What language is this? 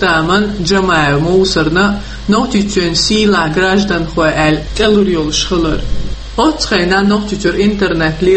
Chechen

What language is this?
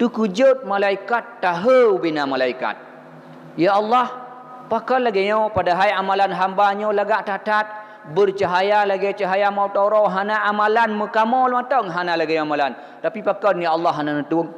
Achinese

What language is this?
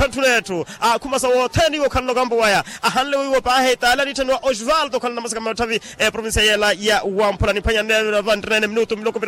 Makhuwa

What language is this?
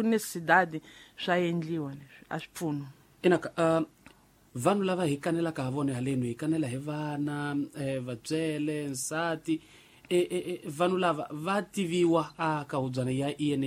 Tsonga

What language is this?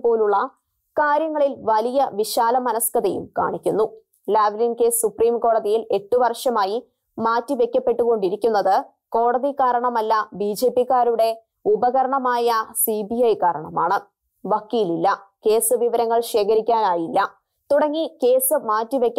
Malayalam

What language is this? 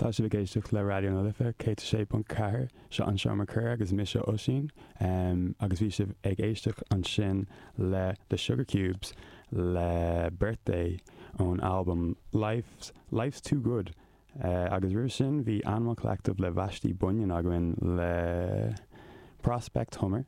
Irish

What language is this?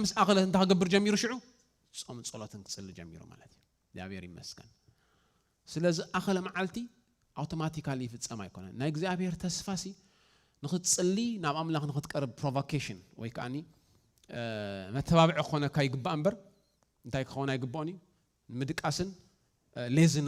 Tigrinya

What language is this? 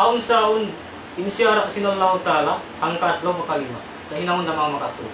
Tausug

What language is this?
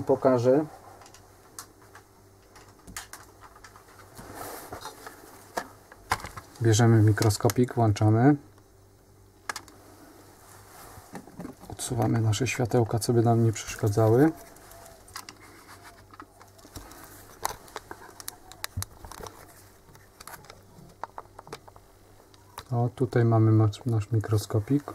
Polish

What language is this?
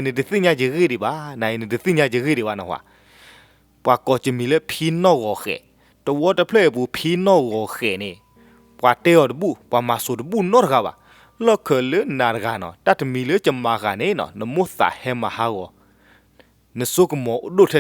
S'gaw Karen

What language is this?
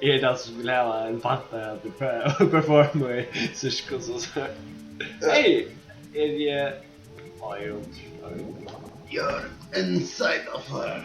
Faroese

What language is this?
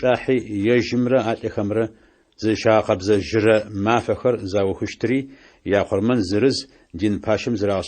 Adyghe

